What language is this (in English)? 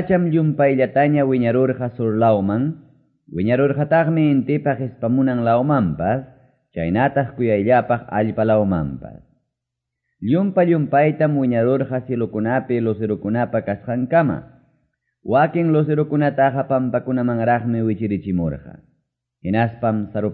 Quechua